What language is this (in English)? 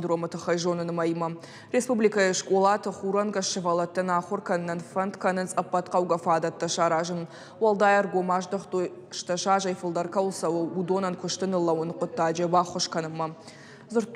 Ossetic